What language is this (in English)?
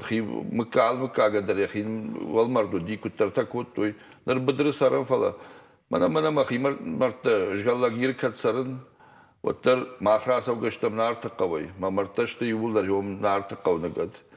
Ossetic